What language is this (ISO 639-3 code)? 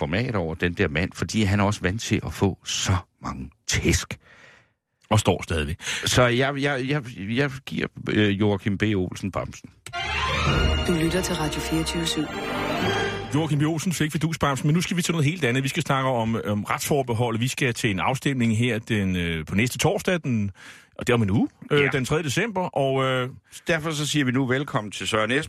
dan